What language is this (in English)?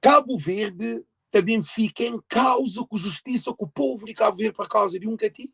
Kabuverdianu